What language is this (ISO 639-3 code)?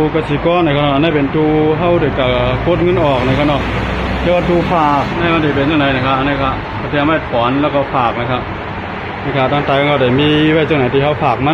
shn